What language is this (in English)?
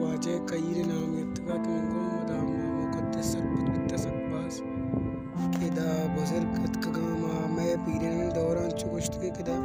Baluchi